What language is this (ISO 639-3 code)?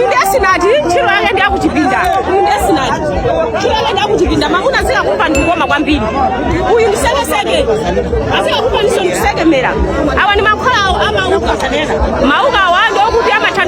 nya